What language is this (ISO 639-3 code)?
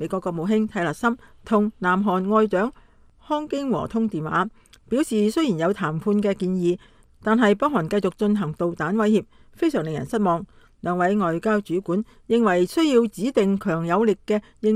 yue